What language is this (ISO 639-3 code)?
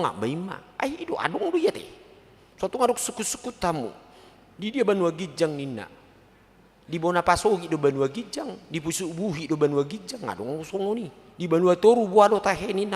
bbc